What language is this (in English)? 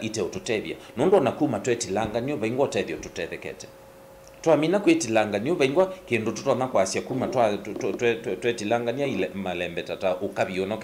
Kamba